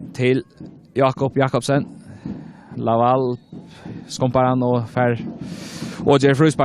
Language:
Faroese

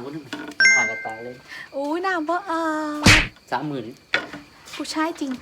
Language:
Northeastern Thai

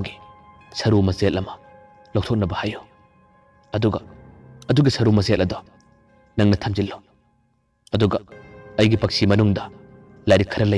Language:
Manipuri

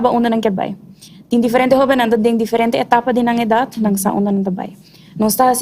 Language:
Papiamento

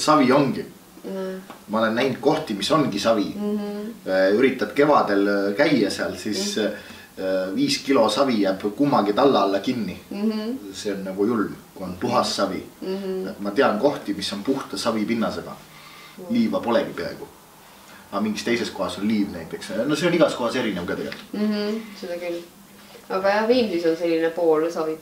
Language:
Estonian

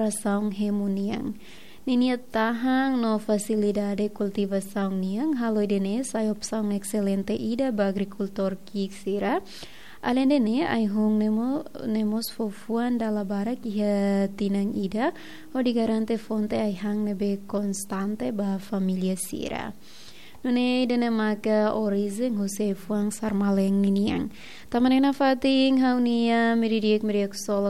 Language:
Tetum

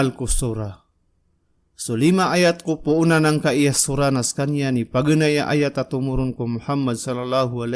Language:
Maranao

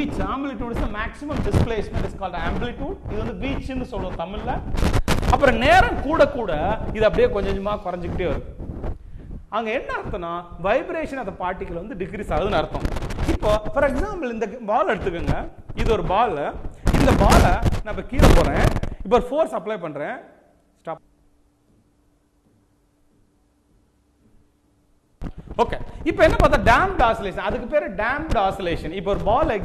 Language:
Tamil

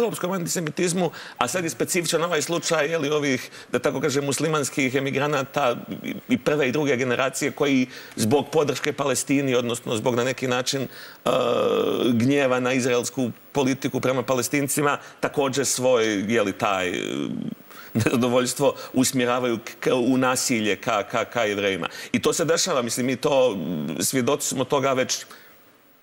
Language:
Serbian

